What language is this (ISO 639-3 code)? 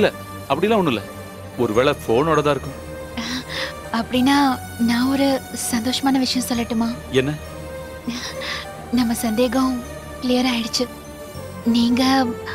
tam